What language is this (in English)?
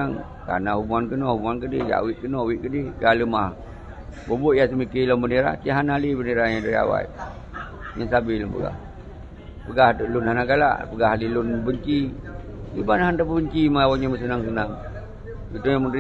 Achinese